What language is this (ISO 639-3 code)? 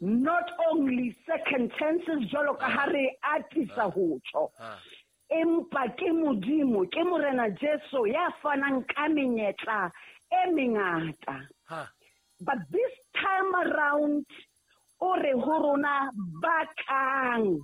sot